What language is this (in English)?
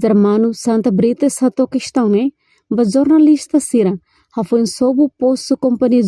Tetum